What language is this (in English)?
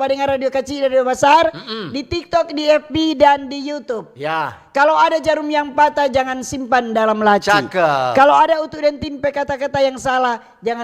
Manado Malay